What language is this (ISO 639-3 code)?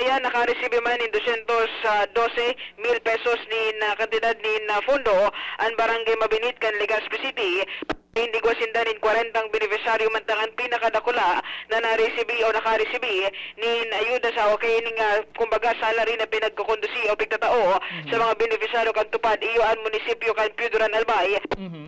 bik